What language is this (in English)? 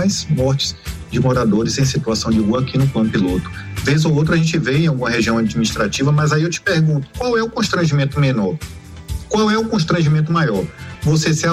Portuguese